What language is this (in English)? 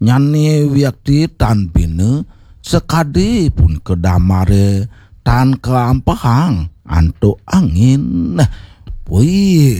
Balinese